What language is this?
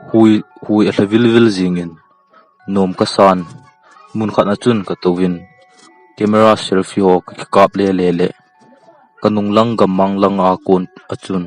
Thado Chin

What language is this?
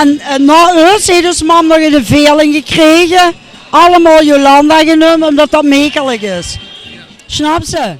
Limburgish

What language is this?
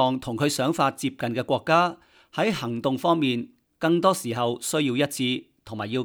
Cantonese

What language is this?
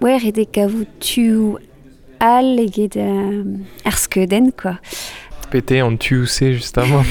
Breton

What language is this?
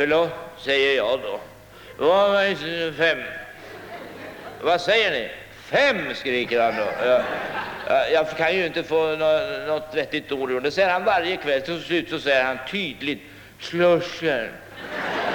Swedish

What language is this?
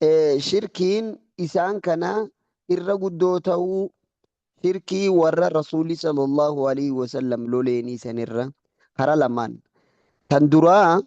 Oromo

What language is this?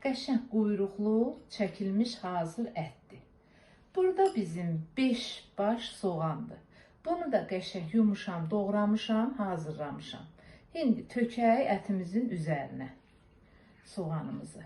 Azerbaijani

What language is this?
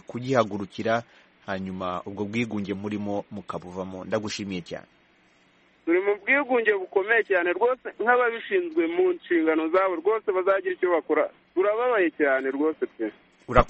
Kinyarwanda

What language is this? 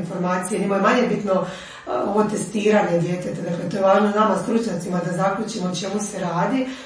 Croatian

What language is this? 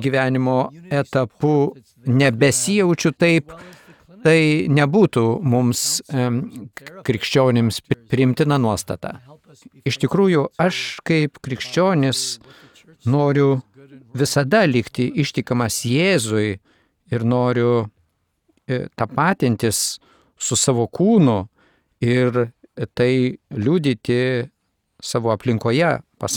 Lithuanian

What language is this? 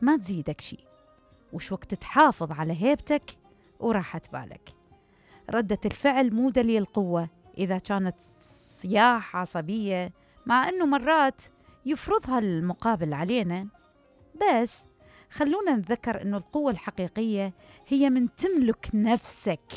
Mesopotamian Arabic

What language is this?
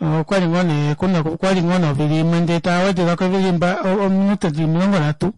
Kuanyama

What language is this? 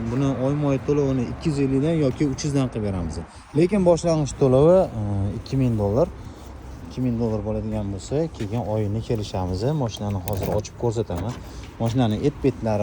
Uzbek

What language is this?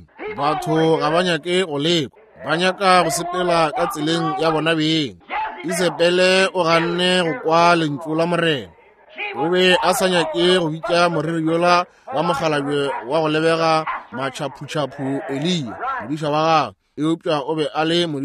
Northern Sotho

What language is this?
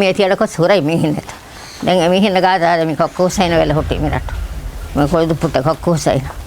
Divehi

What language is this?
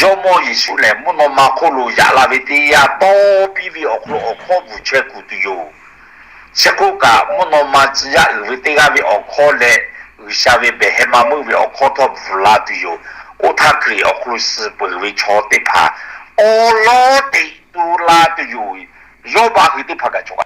Lahu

